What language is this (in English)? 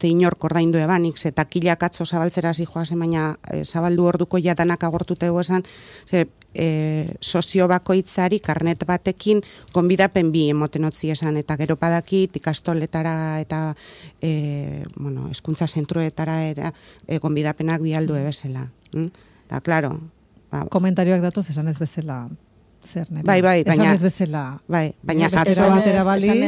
Basque